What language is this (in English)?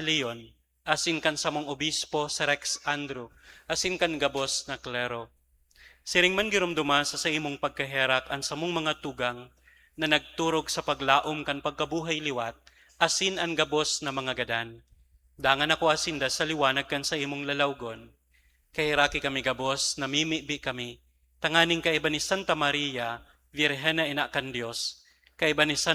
Bikol